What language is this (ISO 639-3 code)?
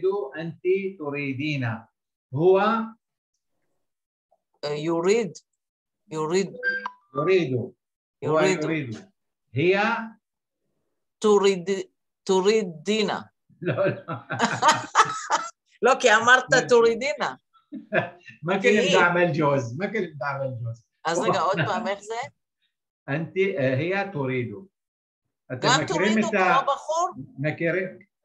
heb